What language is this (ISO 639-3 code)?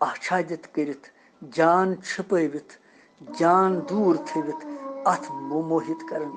kas